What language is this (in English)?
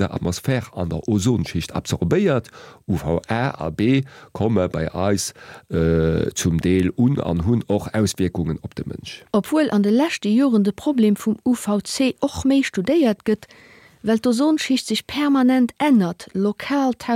Luxembourgish